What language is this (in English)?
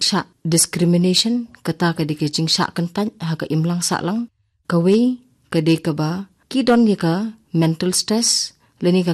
Khasi